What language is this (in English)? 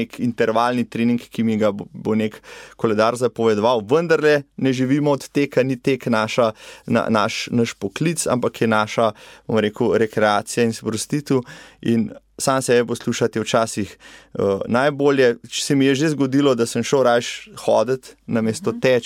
Slovenian